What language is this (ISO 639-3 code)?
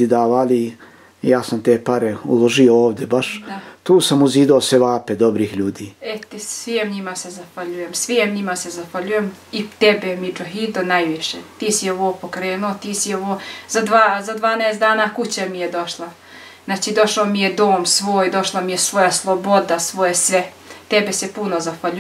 bos